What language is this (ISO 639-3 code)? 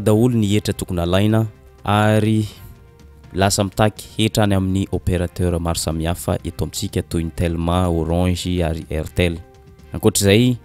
mlg